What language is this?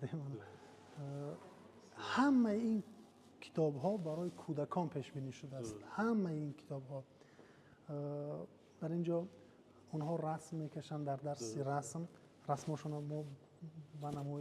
Tajik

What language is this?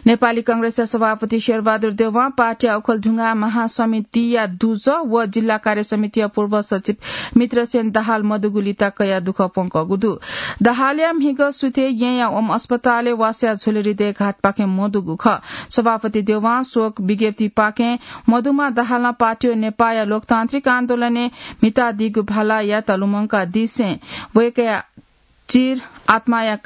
Newari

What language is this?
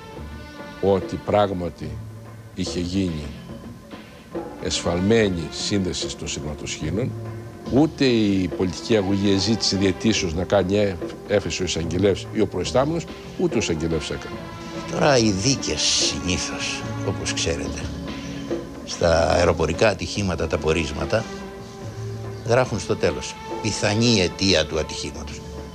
Greek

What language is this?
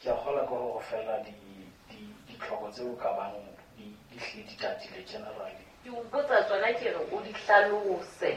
Southern Sotho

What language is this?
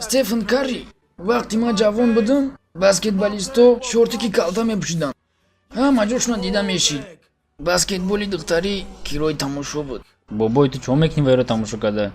Tajik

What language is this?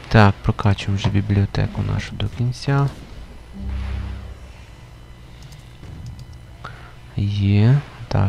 Ukrainian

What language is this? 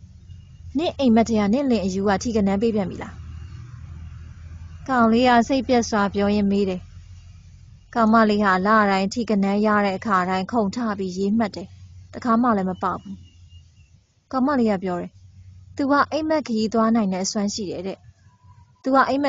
Burmese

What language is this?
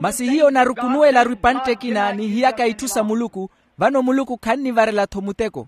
Makhuwa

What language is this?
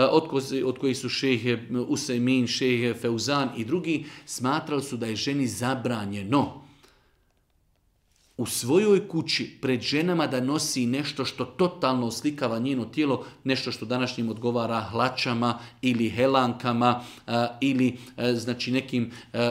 Bosnian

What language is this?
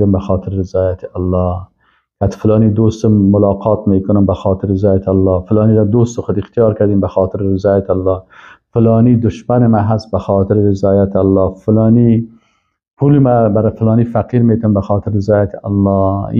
Persian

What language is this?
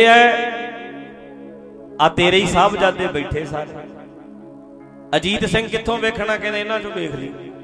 Punjabi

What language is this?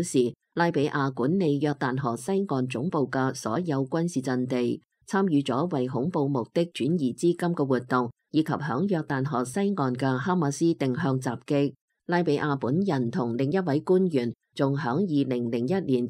Cantonese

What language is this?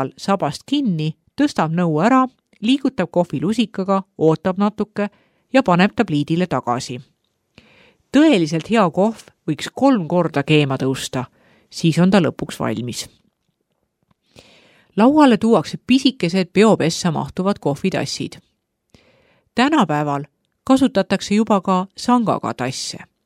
Estonian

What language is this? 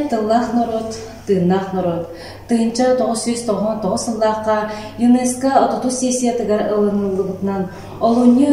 Yakut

